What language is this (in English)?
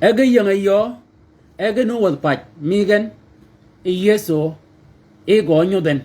Shilluk